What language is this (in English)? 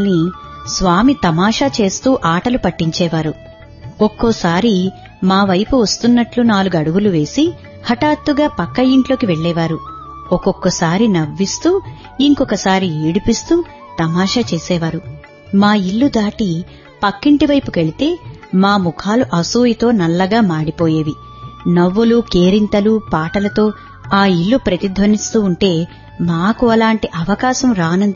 Telugu